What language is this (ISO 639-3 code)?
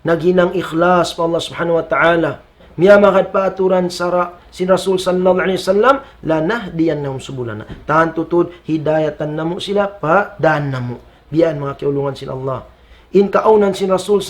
tsg